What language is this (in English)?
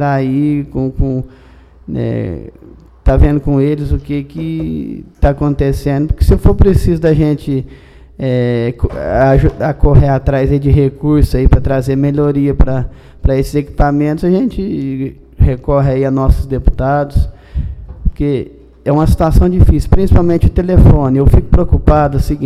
Portuguese